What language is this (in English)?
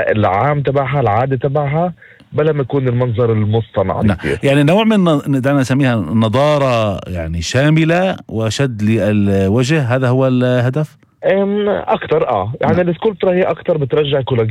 North Levantine Arabic